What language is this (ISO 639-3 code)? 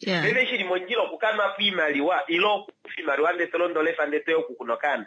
kua